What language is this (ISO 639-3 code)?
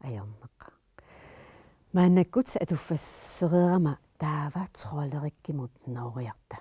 kal